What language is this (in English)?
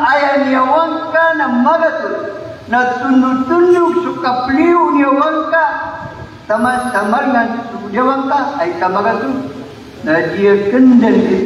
Maranao